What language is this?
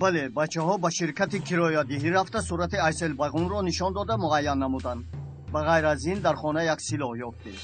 Tajik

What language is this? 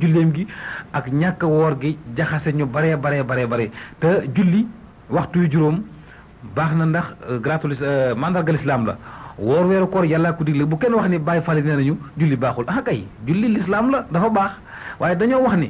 Wolof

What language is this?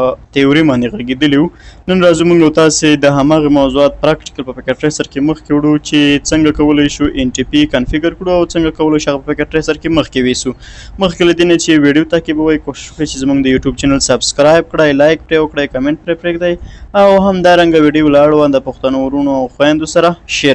Pashto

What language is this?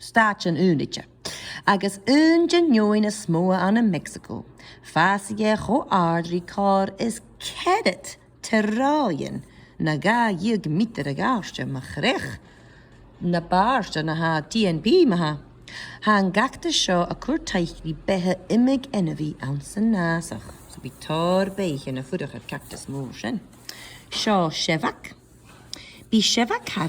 Scottish Gaelic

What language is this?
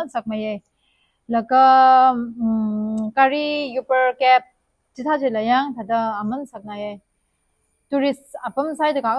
Tangkhul Naga (India)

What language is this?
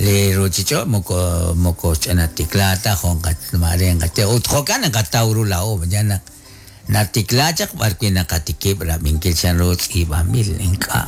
Kekchí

